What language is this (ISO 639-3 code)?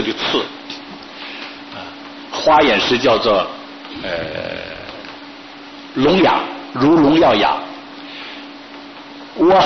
zho